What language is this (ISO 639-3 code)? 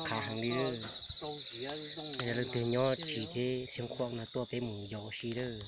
hmn